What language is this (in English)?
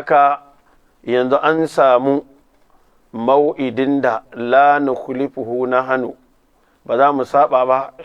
Hausa